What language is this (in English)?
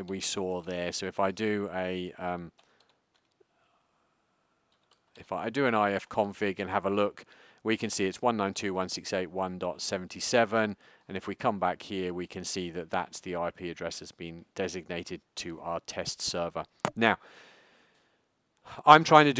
English